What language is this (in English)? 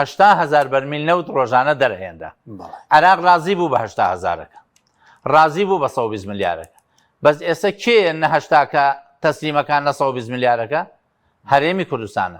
Central Kurdish